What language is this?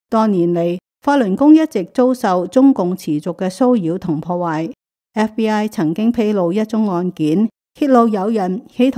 Cantonese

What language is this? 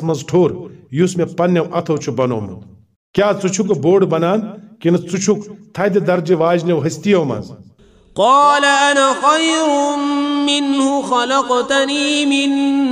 Kashmiri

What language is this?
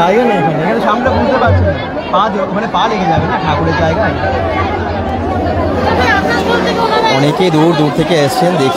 Bangla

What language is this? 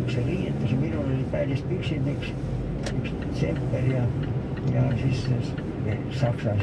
Estonian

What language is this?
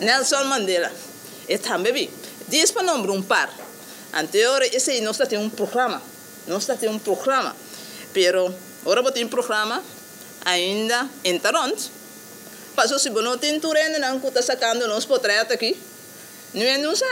Papiamento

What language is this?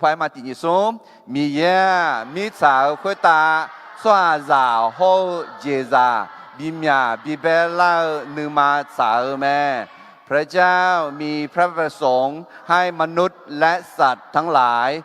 Akha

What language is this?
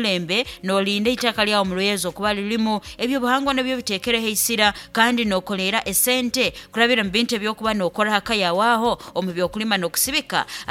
Nyankole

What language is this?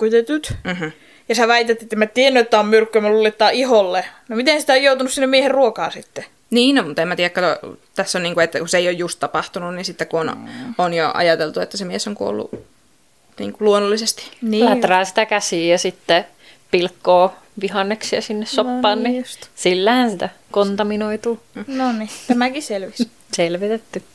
Finnish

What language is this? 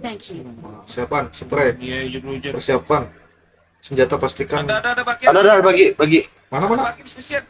Banjar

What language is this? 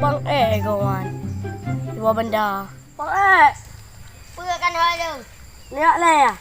Achinese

